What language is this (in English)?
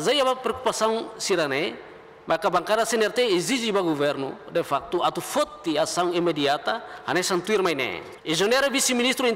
Tetum